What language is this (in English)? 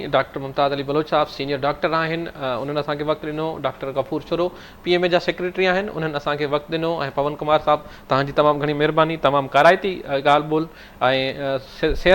Sindhi